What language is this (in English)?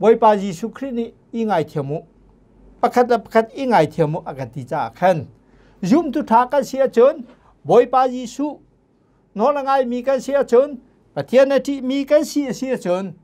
Hakha Chin